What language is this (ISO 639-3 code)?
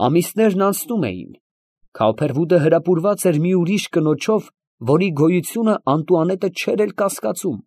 hye